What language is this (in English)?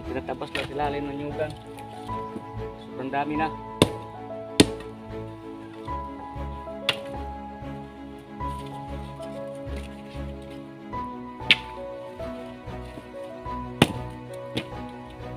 Filipino